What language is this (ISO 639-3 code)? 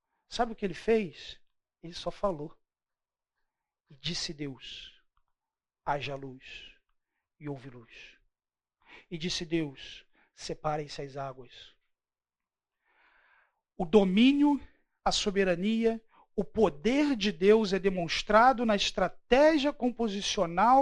por